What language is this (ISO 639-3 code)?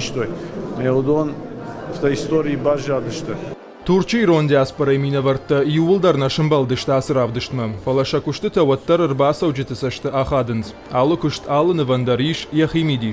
oss